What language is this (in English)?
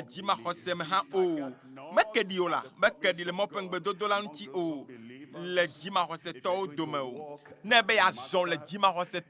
Ewe